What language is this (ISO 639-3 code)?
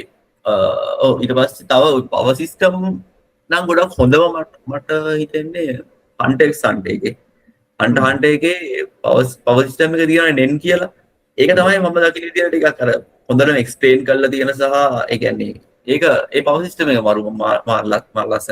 sin